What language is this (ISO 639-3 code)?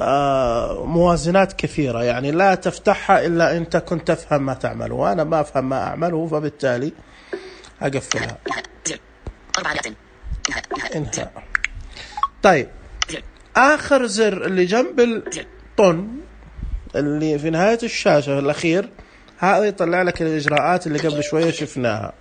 ars